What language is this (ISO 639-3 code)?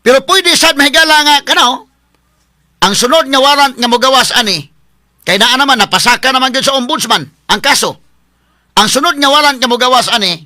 ceb